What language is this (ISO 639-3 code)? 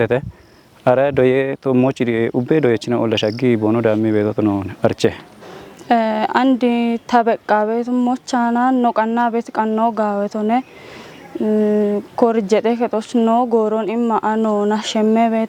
kbr